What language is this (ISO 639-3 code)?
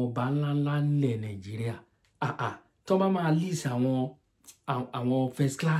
yor